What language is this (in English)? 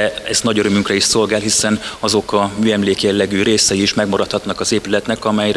Hungarian